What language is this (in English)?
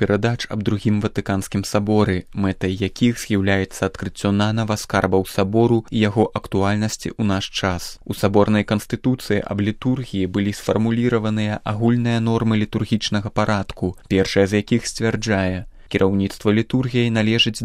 Belarusian